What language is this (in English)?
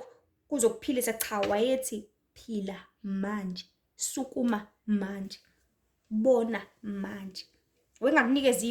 Zulu